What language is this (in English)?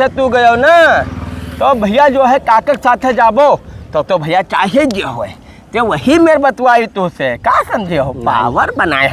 Awadhi